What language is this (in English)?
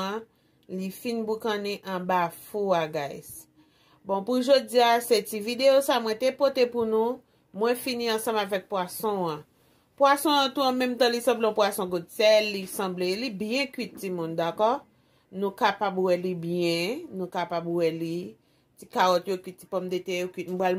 Haitian Creole